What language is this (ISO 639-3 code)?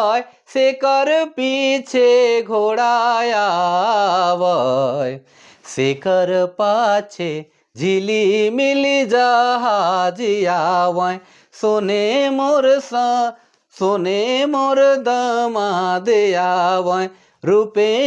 sck